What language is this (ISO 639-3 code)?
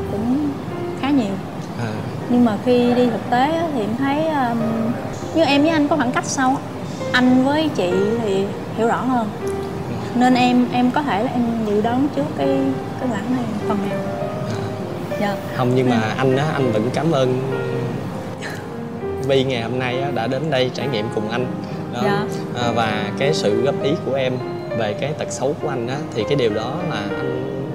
vie